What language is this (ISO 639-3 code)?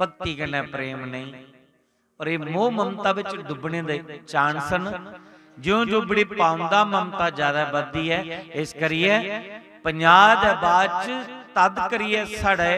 doi